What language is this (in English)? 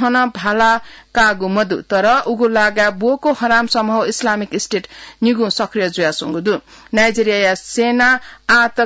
Newari